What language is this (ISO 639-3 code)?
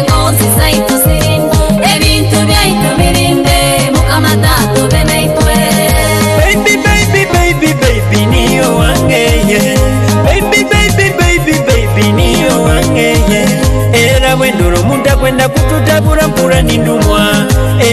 nyo